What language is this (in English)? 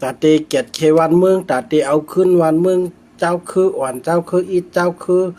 Shan